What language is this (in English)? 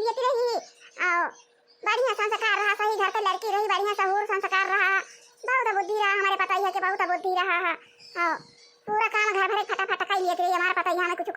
Awadhi